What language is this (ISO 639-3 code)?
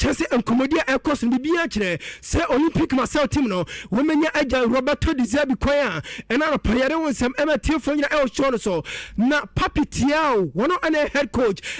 aka